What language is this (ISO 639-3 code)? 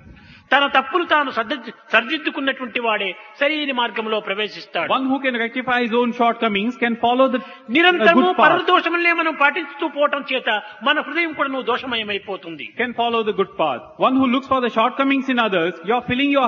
tel